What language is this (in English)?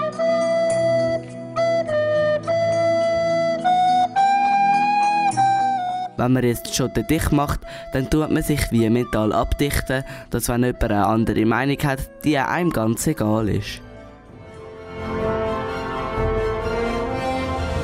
German